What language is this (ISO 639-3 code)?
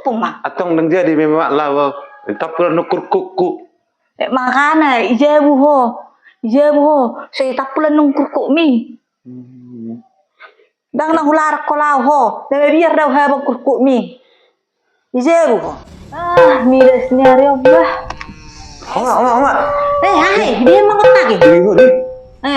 bbc